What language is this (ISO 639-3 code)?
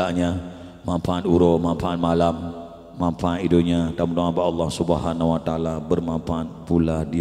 ace